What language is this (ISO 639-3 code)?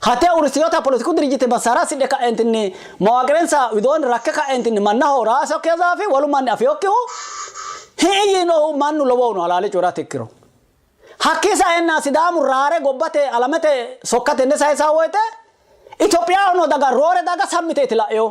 sid